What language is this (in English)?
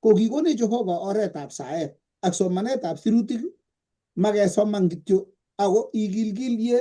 Kalenjin